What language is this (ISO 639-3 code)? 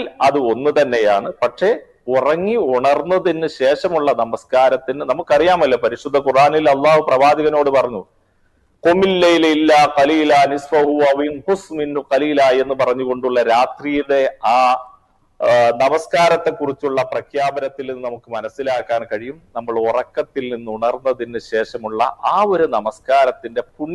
mal